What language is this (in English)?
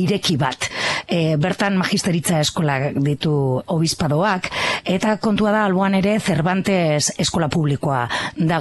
Basque